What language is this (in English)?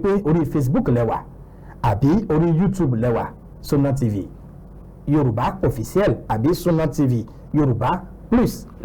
Yoruba